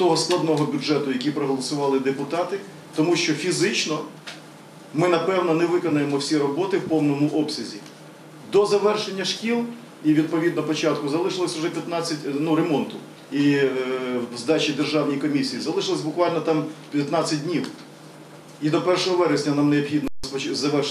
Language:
Ukrainian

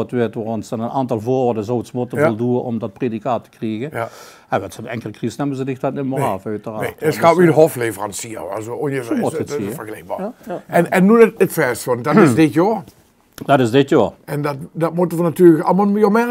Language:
Limburgish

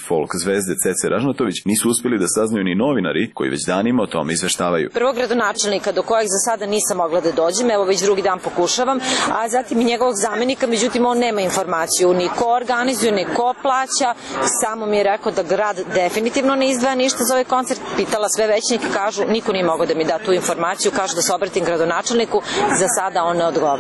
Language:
Serbian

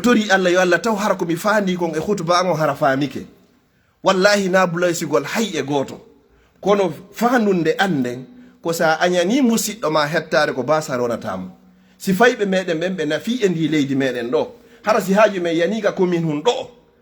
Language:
Fula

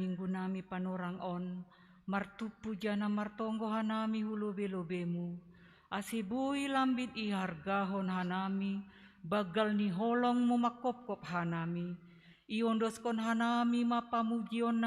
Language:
Batak Simalungun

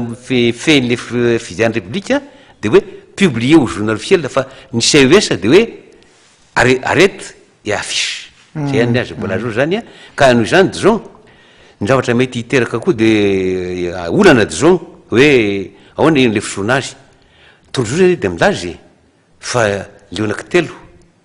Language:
Malagasy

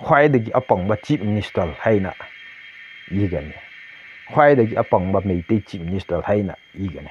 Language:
Manipuri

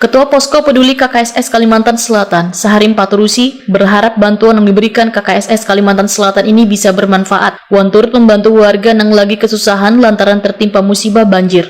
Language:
Banjar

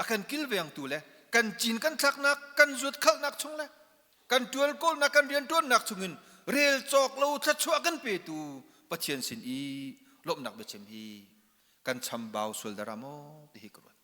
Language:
Hakha Chin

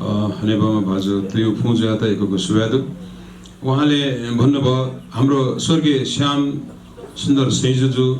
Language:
Newari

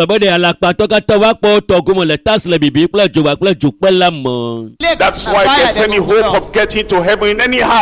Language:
Ewe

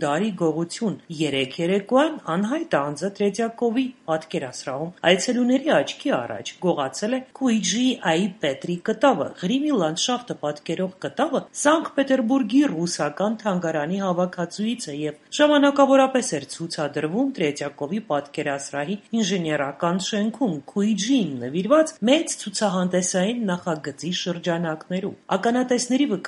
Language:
Armenian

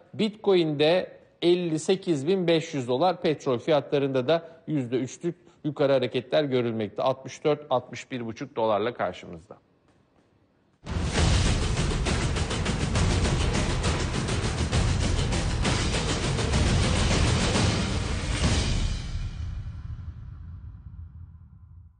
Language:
Turkish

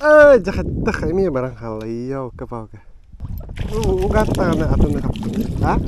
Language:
Yakut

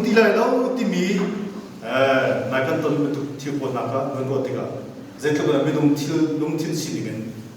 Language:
Hakha Chin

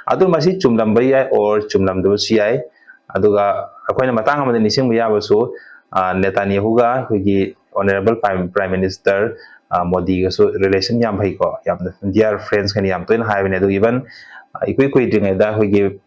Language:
Manipuri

